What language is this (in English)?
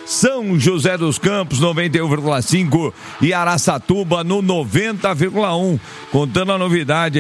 Portuguese